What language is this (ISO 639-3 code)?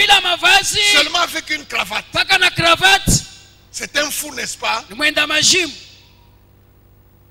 swa